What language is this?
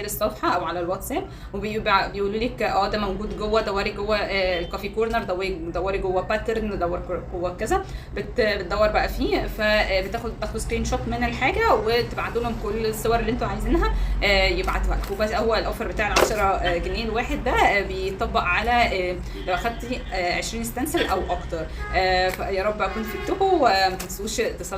Egyptian Arabic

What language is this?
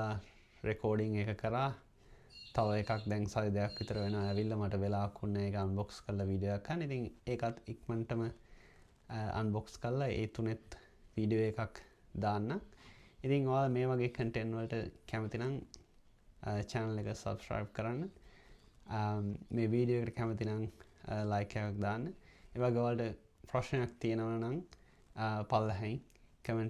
Sinhala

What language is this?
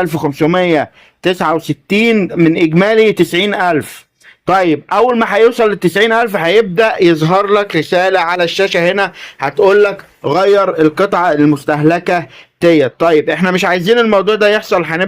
Egyptian Arabic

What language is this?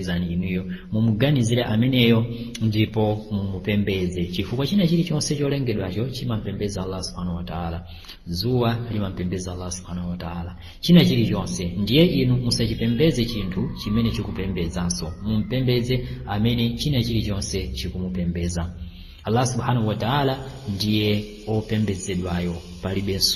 Nyanja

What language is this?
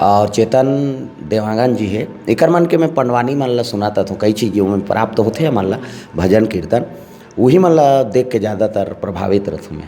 Chhattisgarhi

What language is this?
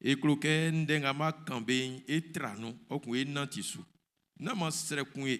Baoulé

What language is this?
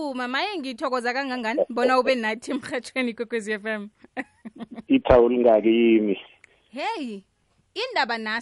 South Ndebele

